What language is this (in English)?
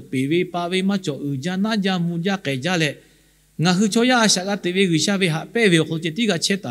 Lahu